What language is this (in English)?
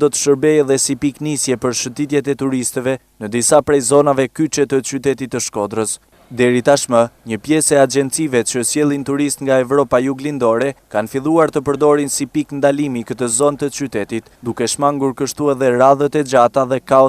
Albanian